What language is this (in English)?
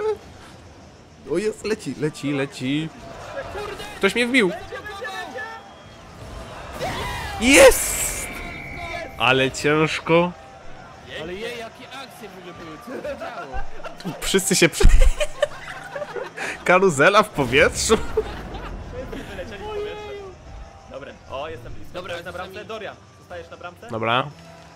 Polish